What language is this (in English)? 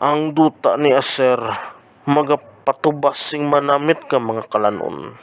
Hiligaynon